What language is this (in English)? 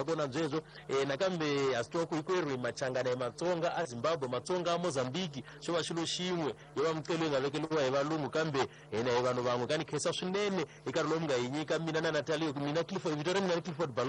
Tsonga